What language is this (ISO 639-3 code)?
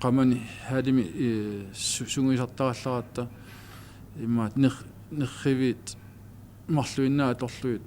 kal